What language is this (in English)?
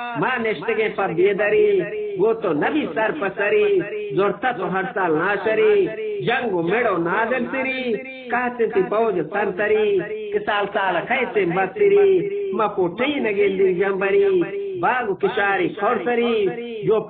Eastern Balochi